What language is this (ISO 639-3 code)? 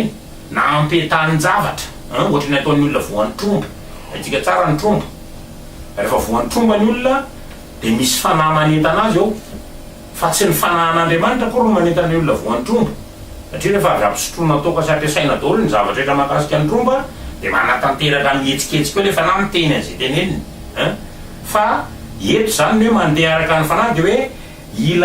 mlg